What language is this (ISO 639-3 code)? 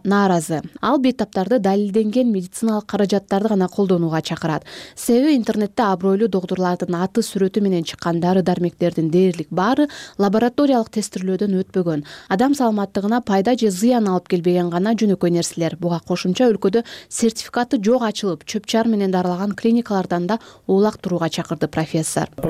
kir